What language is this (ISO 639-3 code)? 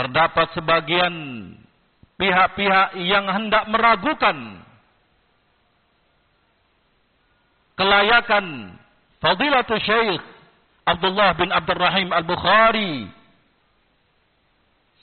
ind